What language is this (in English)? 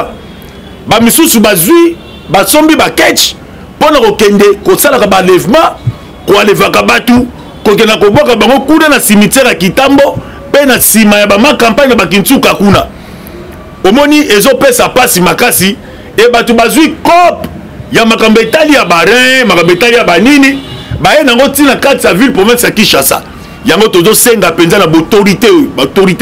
Lingala